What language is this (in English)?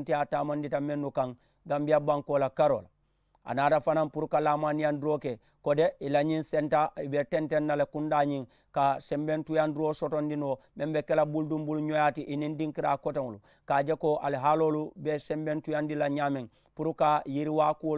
Mandingo